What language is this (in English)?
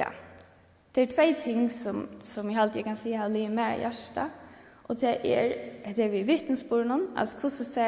Faroese